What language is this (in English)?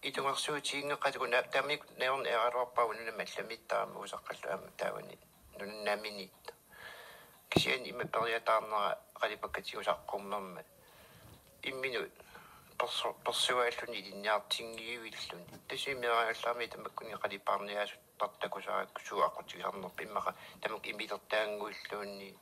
Kalaallisut